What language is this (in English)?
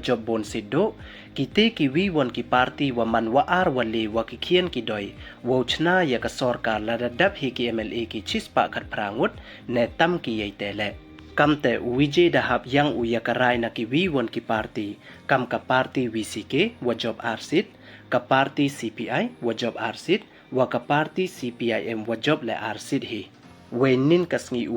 Pnar